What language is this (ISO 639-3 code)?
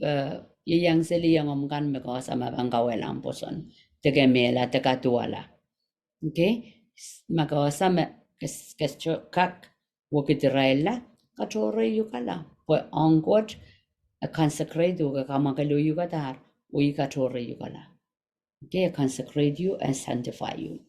pon